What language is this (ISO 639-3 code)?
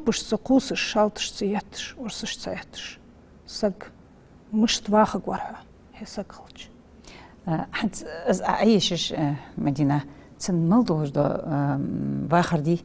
inh